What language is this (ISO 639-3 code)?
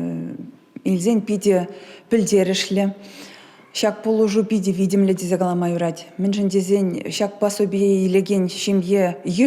chv